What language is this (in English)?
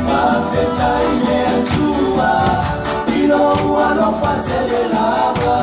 Samoan